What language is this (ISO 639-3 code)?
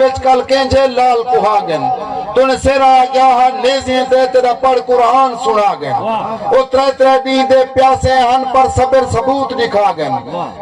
skr